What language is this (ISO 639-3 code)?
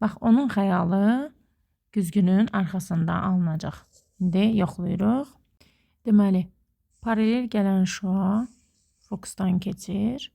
aze